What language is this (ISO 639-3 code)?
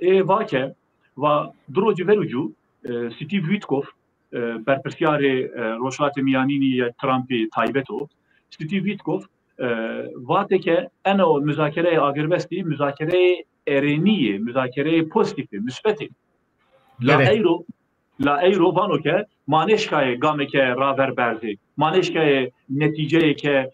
zza